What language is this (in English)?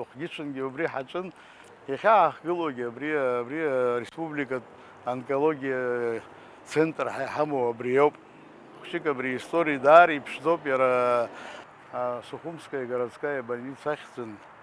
Abkhazian